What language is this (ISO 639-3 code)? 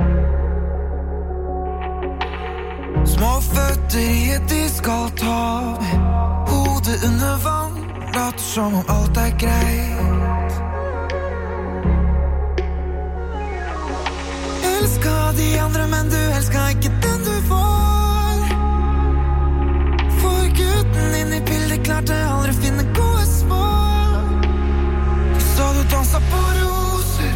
nor